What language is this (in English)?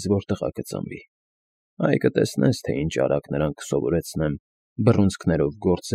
Armenian